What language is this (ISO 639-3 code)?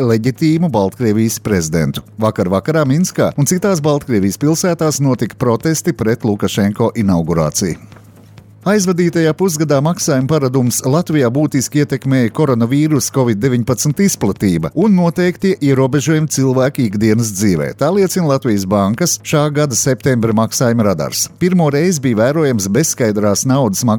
lav